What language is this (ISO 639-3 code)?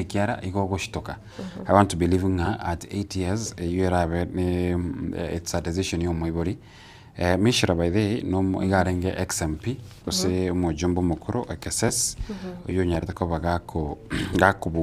guz